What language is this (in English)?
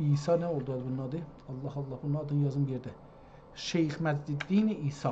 South Azerbaijani